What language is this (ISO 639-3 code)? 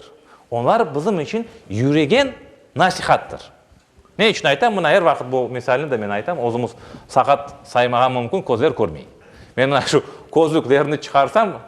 crh